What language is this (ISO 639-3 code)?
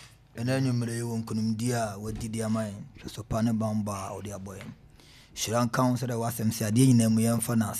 aka